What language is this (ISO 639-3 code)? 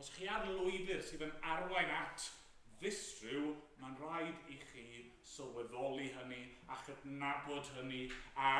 cym